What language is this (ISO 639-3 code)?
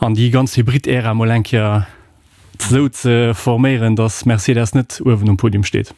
ltz